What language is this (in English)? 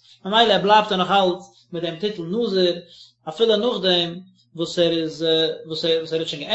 Yiddish